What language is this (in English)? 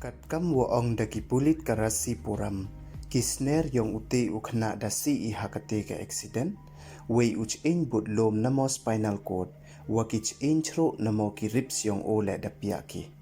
Pnar